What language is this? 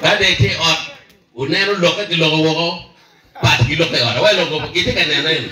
Acoli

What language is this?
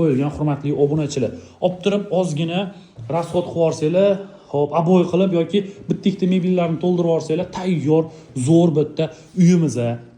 Uzbek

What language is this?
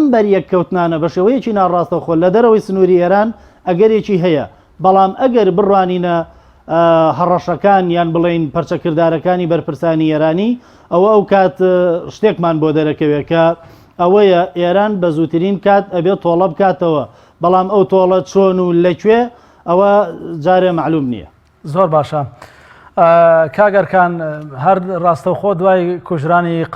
Central Kurdish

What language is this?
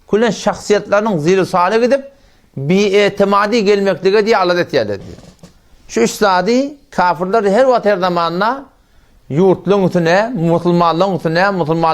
Turkmen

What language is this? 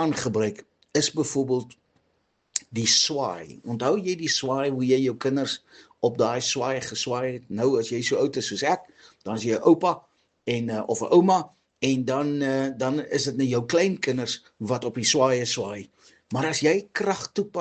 Afrikaans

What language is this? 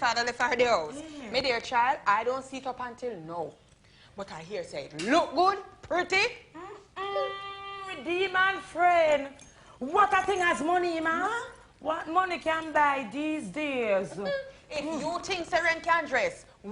Jamaican Creole English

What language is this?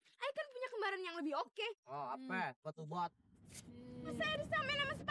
Betawi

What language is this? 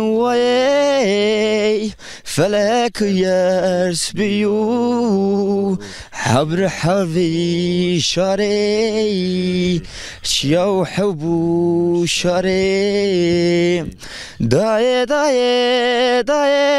Zaza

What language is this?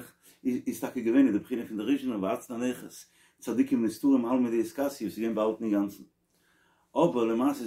Yiddish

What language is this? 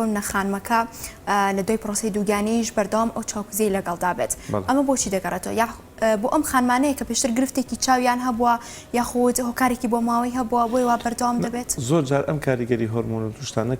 Central Kurdish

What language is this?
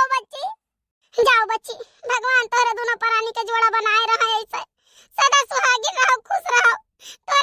Awadhi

